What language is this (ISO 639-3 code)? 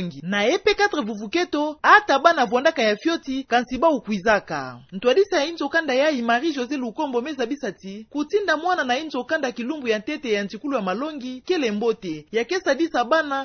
ktu